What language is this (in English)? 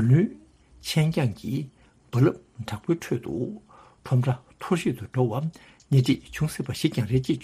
Tibetan